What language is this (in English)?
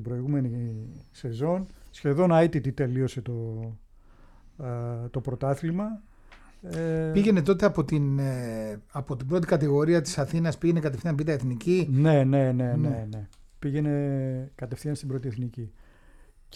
Greek